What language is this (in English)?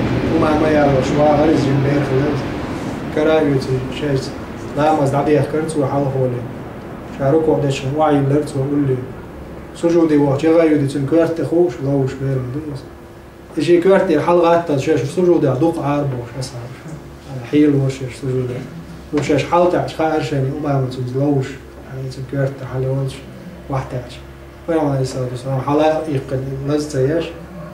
Chechen